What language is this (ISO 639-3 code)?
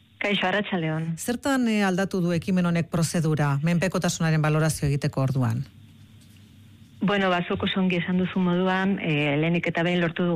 eus